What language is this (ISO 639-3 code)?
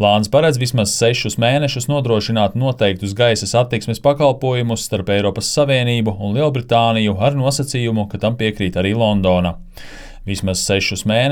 lav